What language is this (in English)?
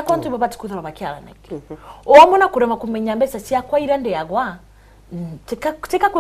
Meru